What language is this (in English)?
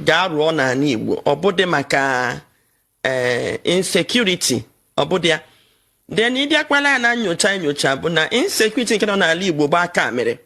Igbo